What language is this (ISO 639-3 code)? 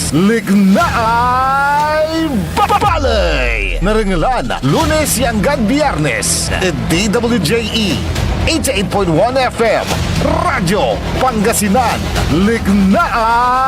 pag